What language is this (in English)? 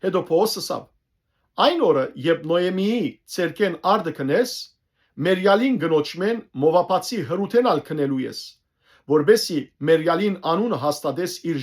Western Armenian